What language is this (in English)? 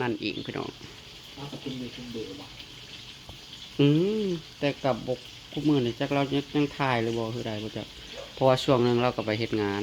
Northeastern Thai